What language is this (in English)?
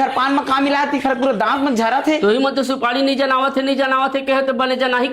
Chhattisgarhi